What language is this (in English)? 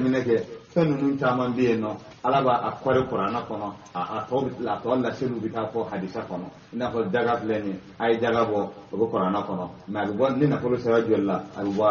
Bambara